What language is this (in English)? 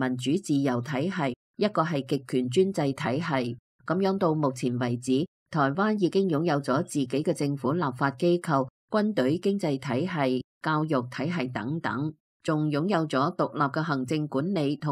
Cantonese